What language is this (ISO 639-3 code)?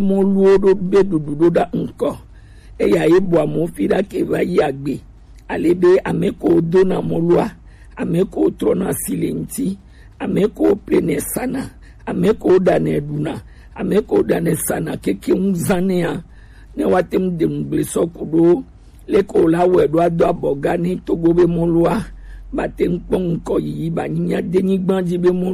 gej